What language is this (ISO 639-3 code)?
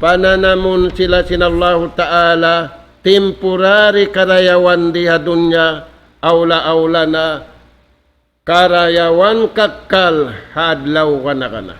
tsg